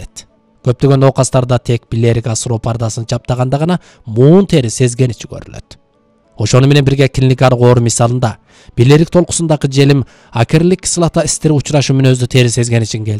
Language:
Kyrgyz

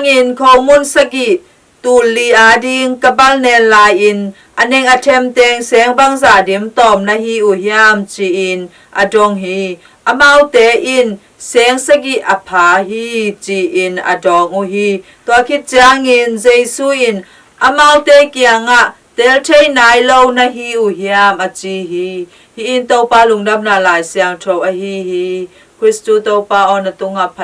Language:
Tedim Chin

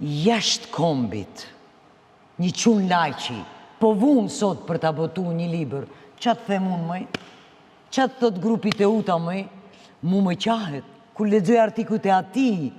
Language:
Albanian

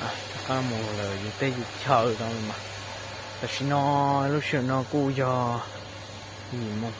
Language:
Hmong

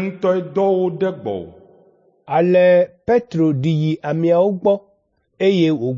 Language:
Ewe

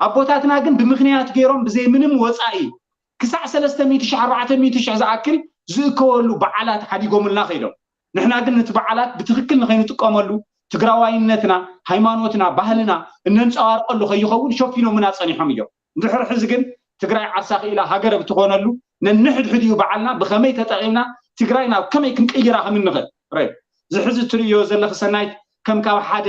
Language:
Tigrinya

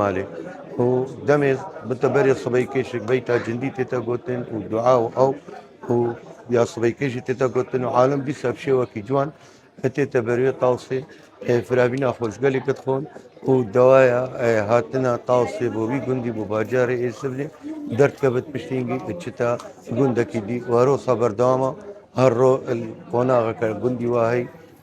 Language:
Kurdish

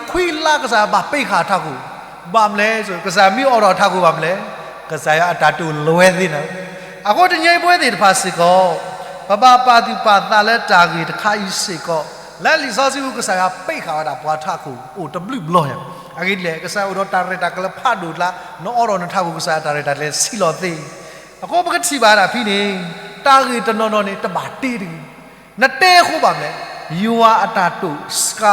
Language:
S'gaw Karen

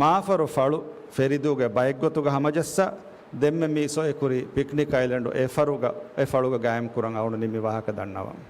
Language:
Divehi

